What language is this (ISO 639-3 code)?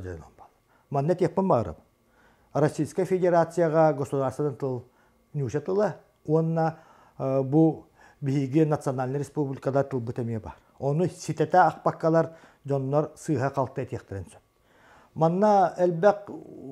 sah